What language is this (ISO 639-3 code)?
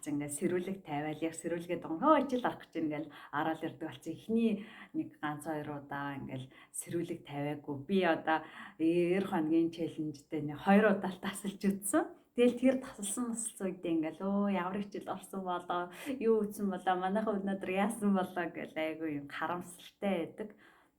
mon